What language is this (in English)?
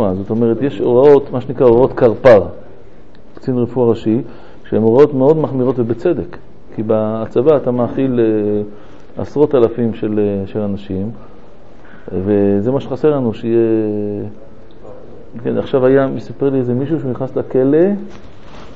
Hebrew